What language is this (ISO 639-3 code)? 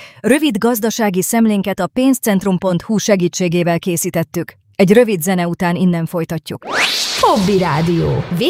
hun